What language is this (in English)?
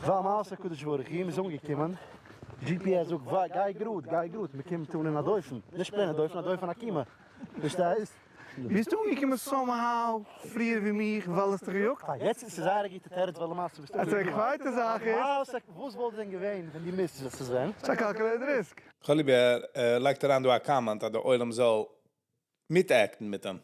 Yiddish